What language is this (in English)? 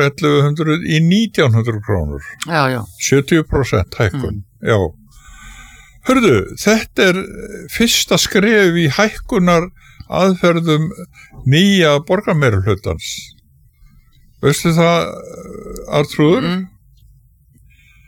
Icelandic